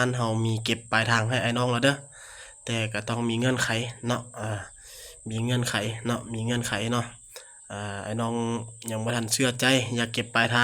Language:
Lao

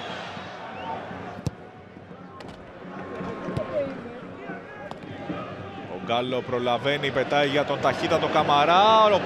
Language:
Greek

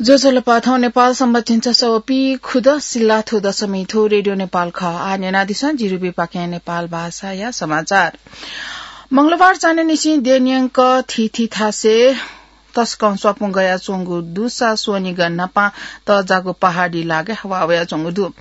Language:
Newari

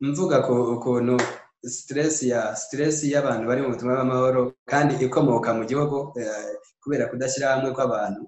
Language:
Kinyarwanda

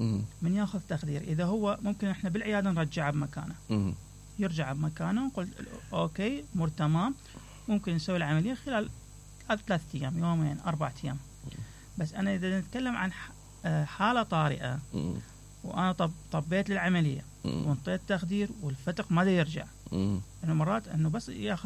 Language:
Mesopotamian Arabic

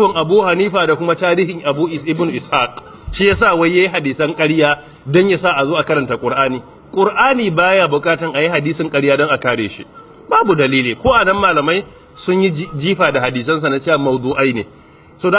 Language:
Hausa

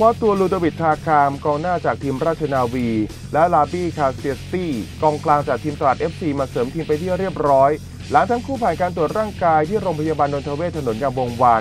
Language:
Thai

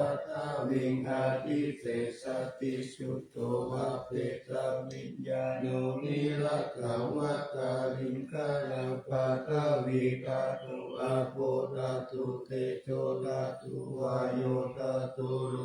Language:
Pali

